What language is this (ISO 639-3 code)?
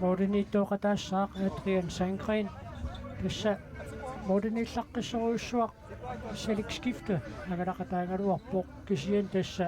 kal